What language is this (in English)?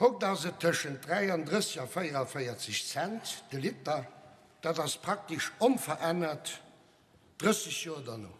Luxembourgish